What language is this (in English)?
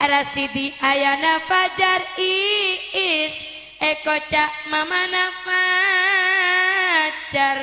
Madurese